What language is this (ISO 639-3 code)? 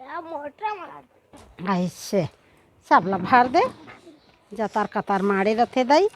hne